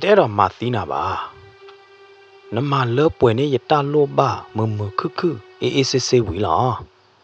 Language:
S'gaw Karen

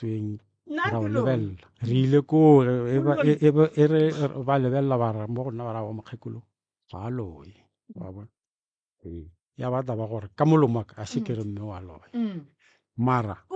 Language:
Northern Sotho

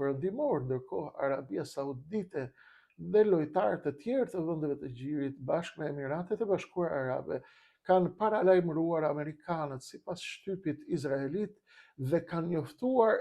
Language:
Albanian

